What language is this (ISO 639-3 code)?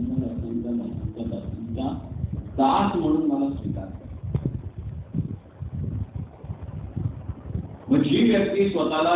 mar